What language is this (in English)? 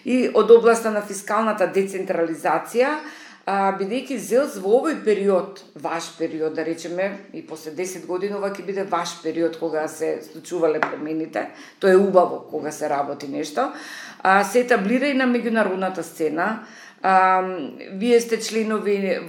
Macedonian